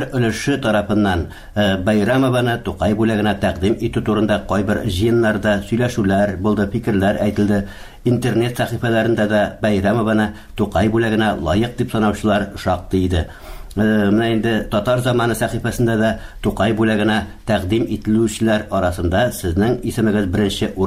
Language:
Tatar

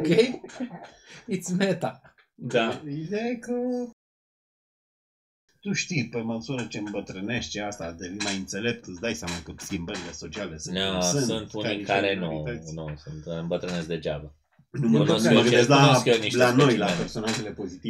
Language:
Romanian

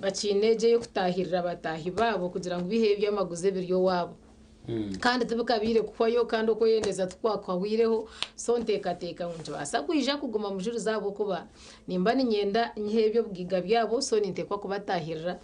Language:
Nyankole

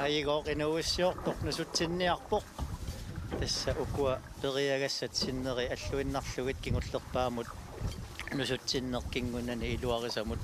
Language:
Kalaallisut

